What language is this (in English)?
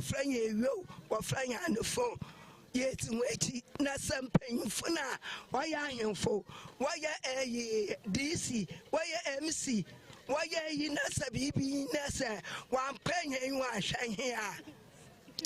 Akan